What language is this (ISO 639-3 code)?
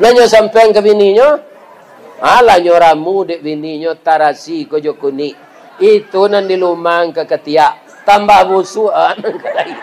min